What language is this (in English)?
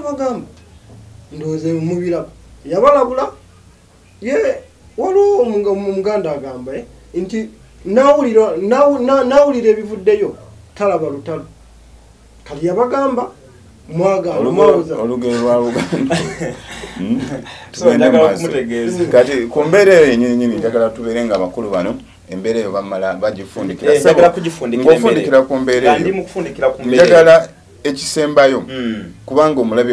Ganda